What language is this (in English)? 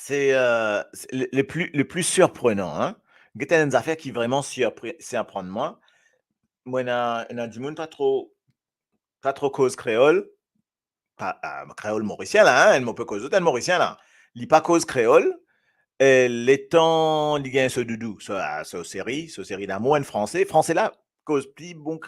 Morisyen